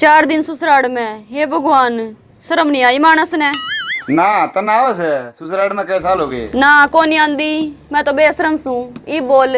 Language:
Haryanvi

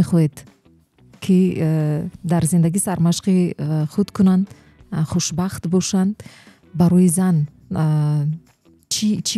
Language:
Tajik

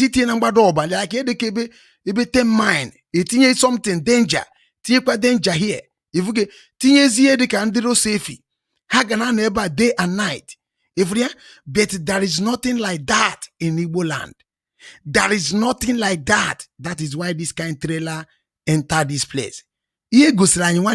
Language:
Igbo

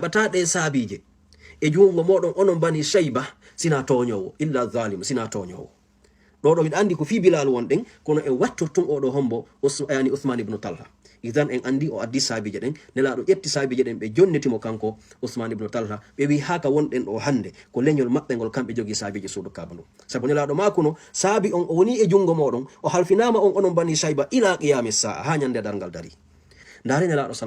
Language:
Fula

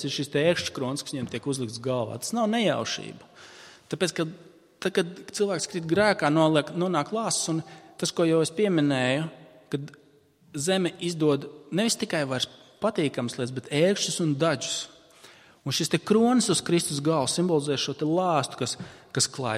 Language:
Latvian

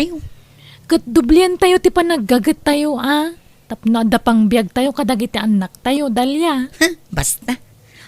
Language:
Iloko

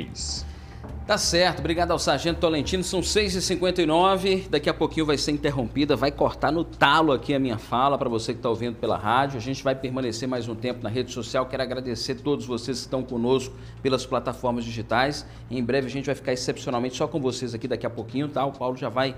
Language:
Portuguese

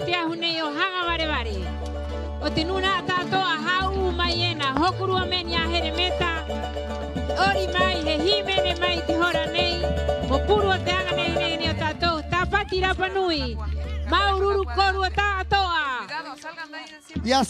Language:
Rapanui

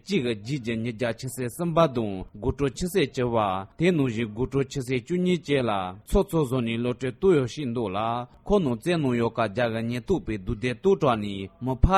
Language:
Malagasy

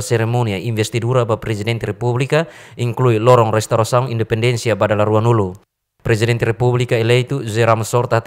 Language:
Tetum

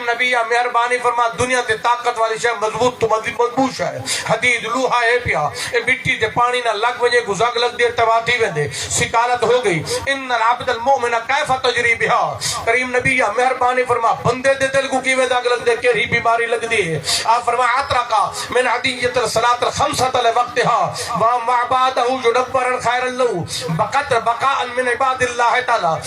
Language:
Saraiki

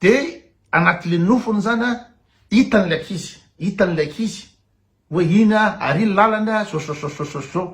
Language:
Malagasy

